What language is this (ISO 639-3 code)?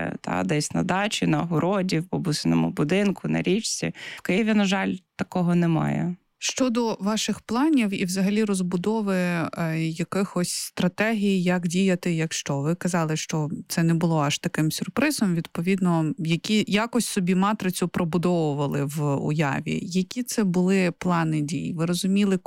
ukr